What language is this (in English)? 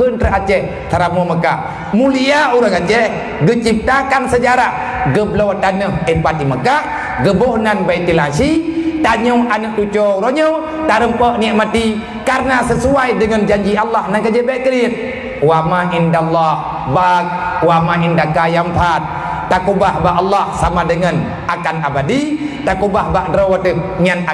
Achinese